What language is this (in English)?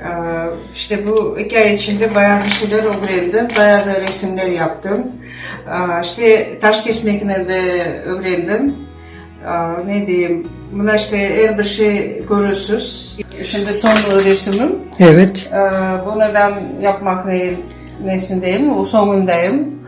Crimean Tatar